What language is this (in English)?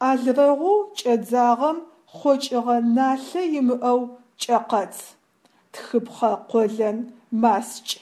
Adyghe